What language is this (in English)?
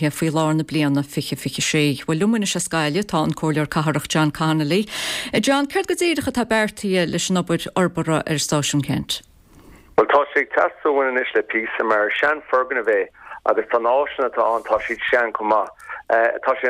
Irish